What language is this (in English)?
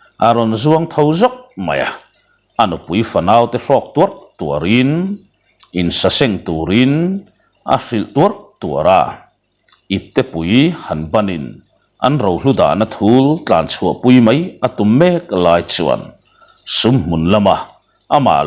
Mizo